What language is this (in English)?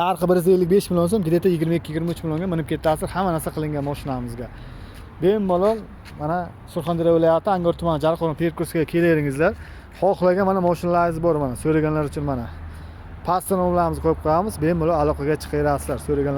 Uzbek